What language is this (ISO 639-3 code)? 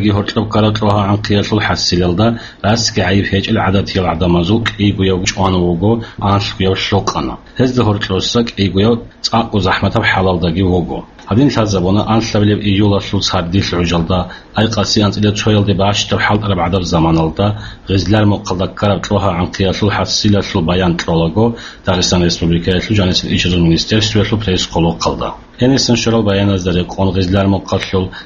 ava